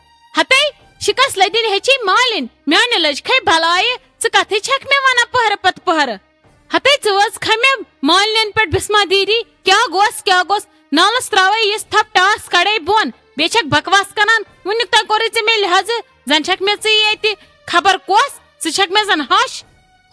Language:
Kashmiri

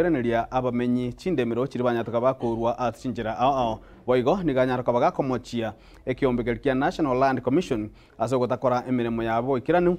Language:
Gusii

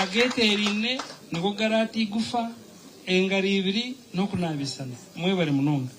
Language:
Nyankole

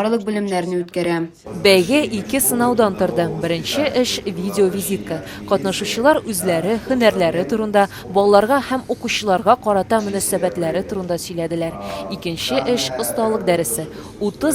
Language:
Tatar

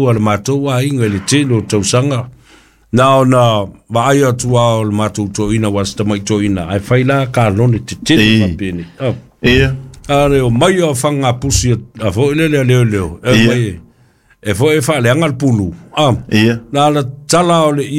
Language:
Samoan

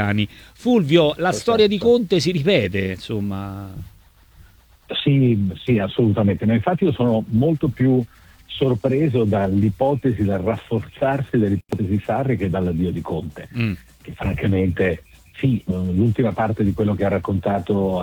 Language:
Italian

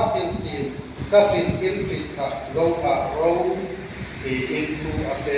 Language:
Hmar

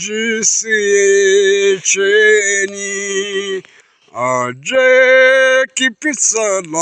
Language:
Sumi Naga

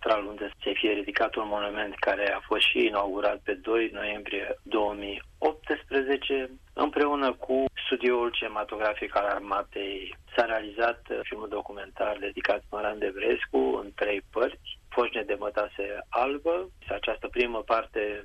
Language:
Romanian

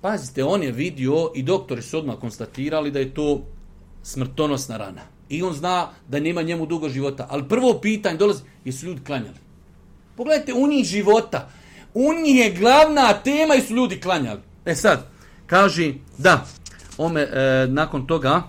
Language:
Bosnian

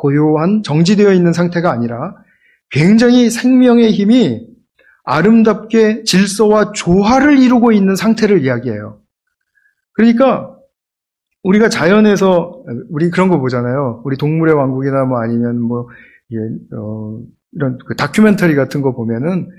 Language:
Korean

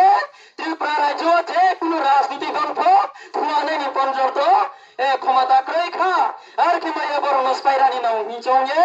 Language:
Riang (India)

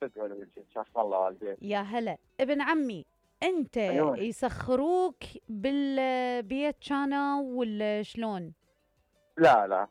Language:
Mesopotamian Arabic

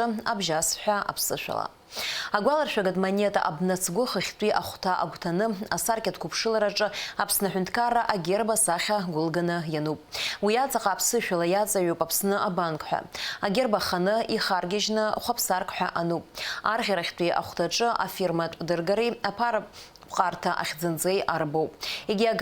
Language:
Abkhazian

